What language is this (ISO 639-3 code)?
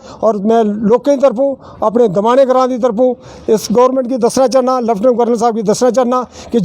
doi